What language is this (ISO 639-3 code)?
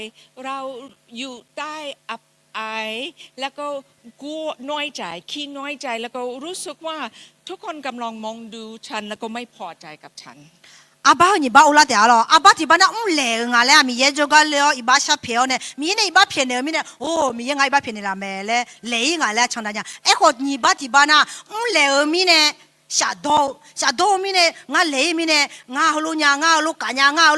ahk